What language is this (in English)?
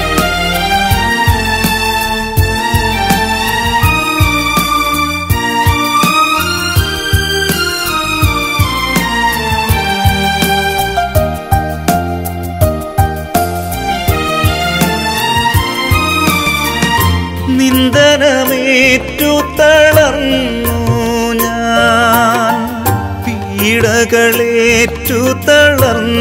Malayalam